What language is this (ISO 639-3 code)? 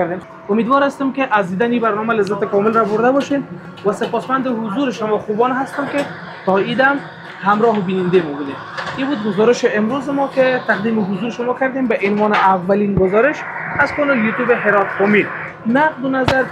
fas